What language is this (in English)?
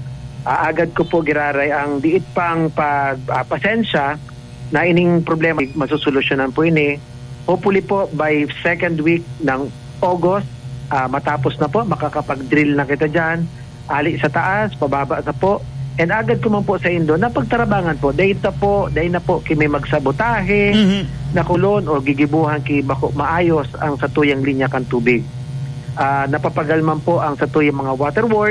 Bikol